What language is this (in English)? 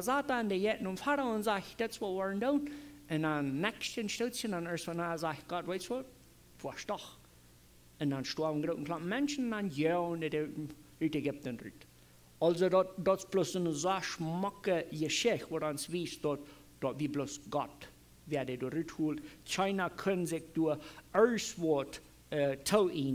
Plautdietsch